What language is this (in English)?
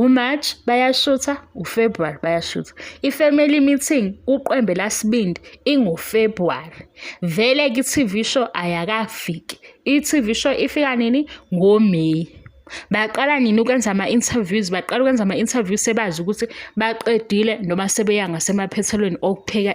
Zulu